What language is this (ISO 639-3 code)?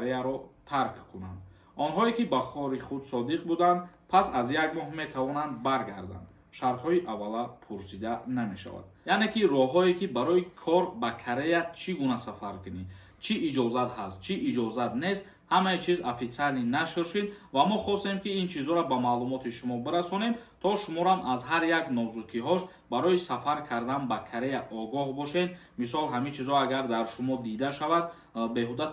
tgk